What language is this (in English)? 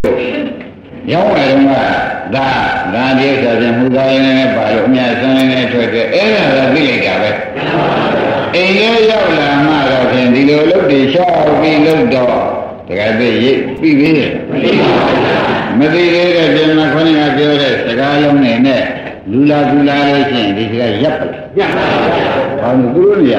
Burmese